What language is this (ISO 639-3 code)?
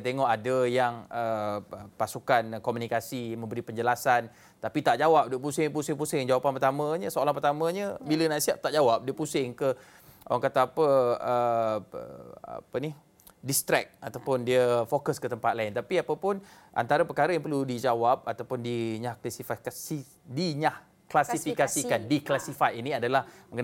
msa